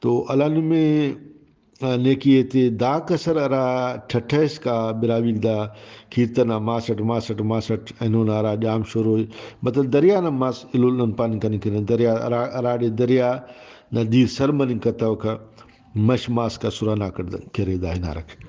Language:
Brahui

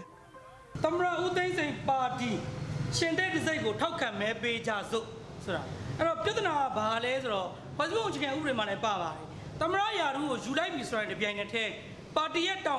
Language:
Burmese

